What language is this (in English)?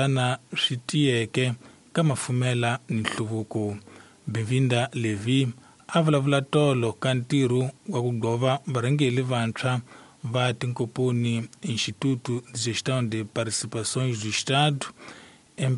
Tsonga